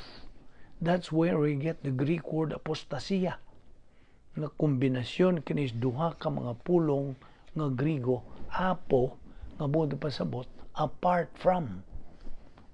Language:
Cebuano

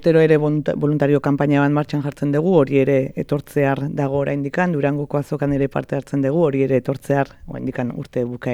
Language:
Basque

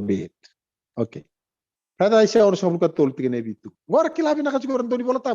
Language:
Fijian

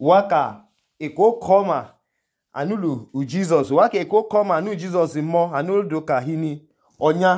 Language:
Idoma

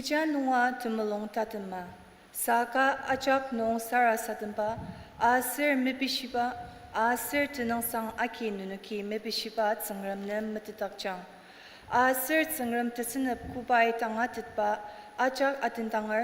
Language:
Ao Naga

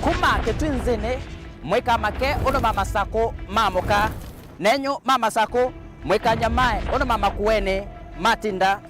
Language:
Kamba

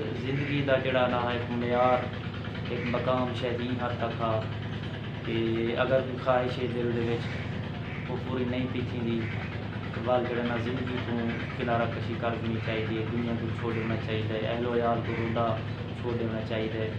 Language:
Saraiki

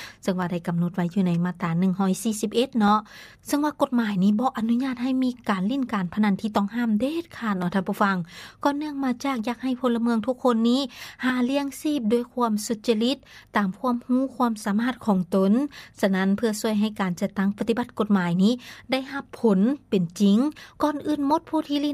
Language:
Lao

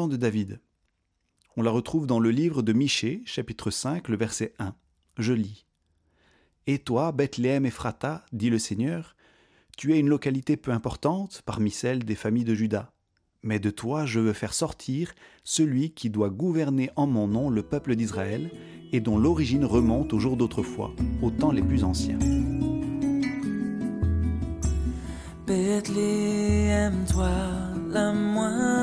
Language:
French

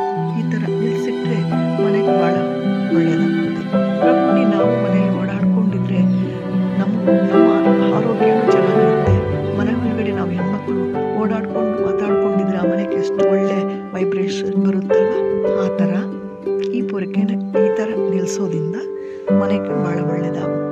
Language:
Kannada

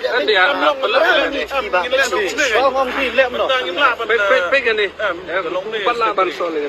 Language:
Khasi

